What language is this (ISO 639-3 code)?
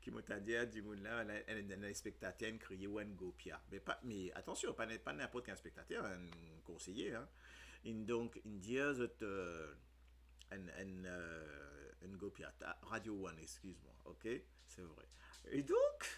mfe